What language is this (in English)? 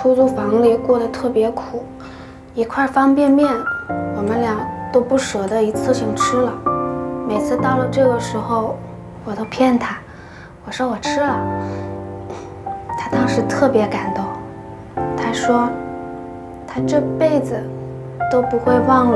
Chinese